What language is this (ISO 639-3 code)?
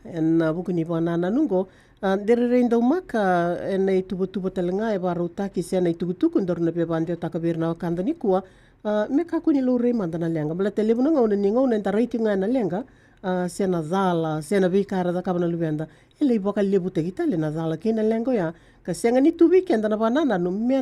fij